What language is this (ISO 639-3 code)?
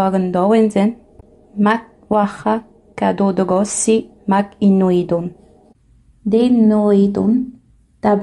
moe